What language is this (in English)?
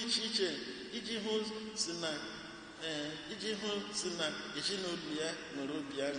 Igbo